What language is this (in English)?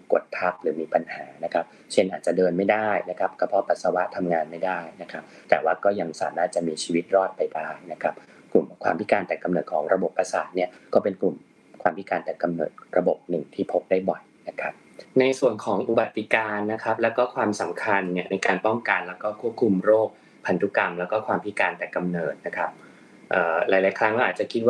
Thai